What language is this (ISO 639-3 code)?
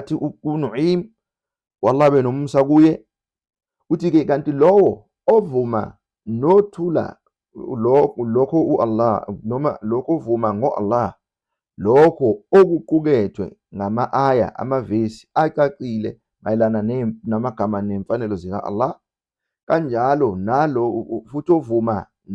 zul